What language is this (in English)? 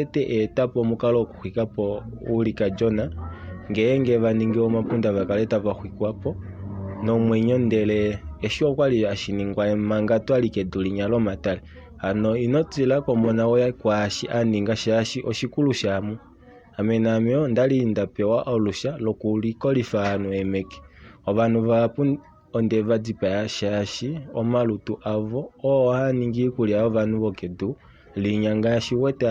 Kuanyama